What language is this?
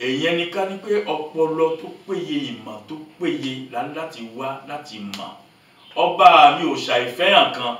Yoruba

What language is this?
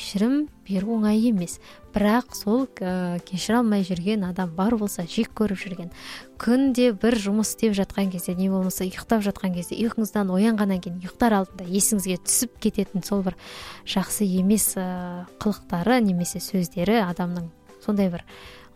Kazakh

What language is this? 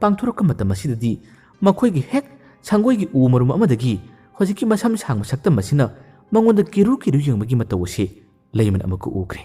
Manipuri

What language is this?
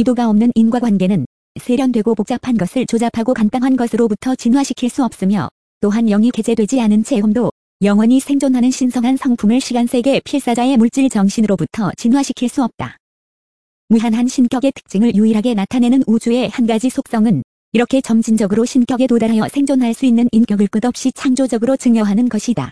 Korean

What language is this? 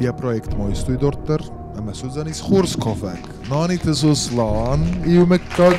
Ossetic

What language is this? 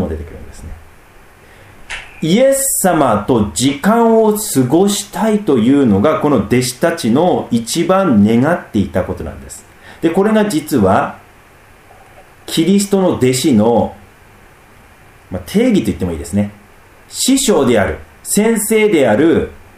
Japanese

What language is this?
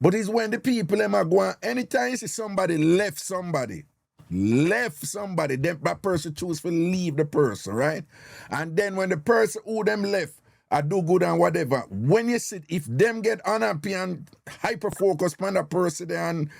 Jamaican Creole English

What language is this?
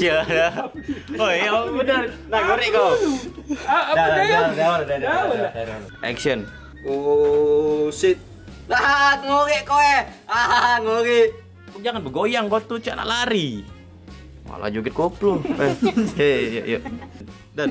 Musi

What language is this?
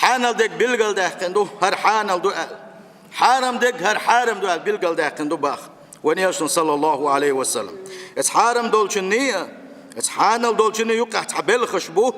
Chechen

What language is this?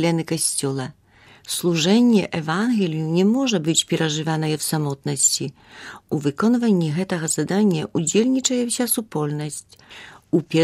Belarusian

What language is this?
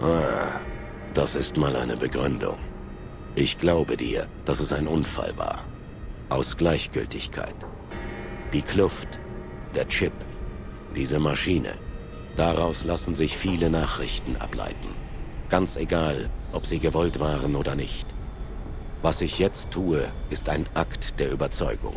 Bavarian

